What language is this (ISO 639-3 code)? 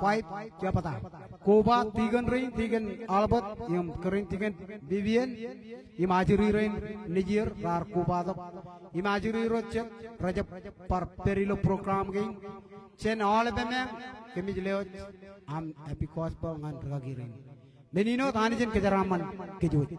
mah